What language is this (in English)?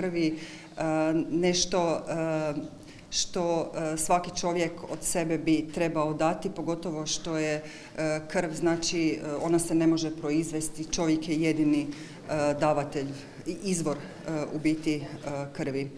Croatian